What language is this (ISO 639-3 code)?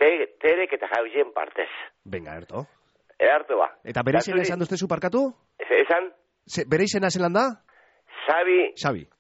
eus